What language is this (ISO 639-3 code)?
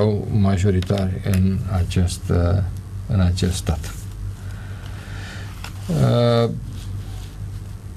ron